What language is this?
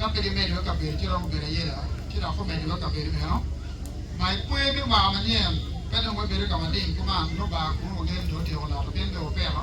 Acoli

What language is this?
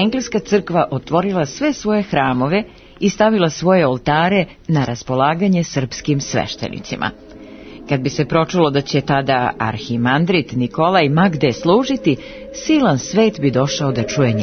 Serbian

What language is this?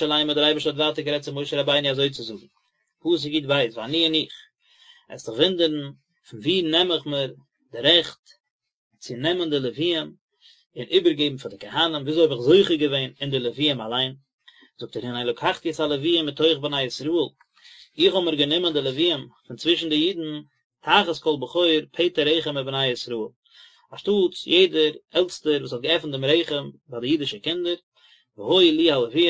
Yiddish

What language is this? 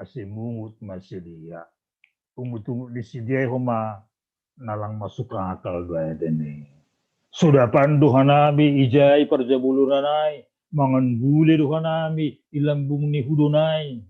Batak Simalungun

